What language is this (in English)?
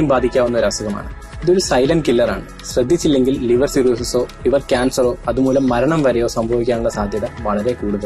Malayalam